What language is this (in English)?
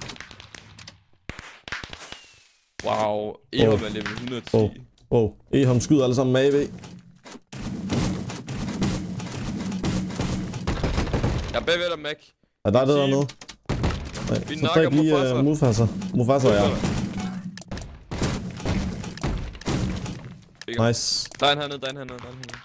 Danish